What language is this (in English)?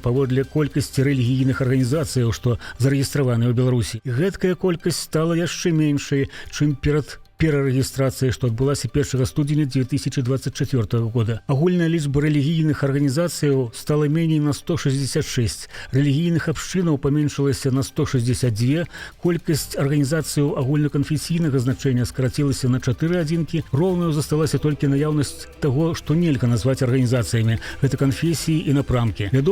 Belarusian